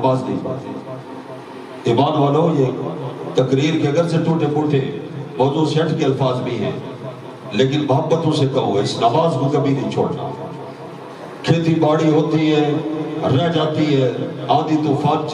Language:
Urdu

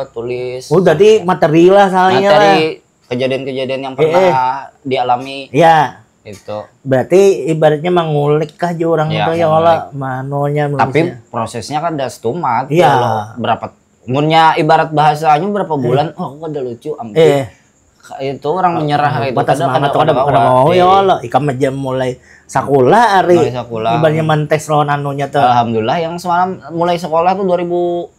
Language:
Banjar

